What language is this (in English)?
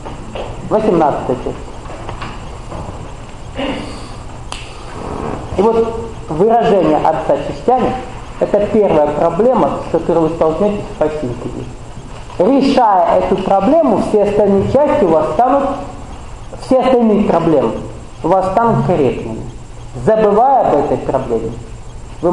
Russian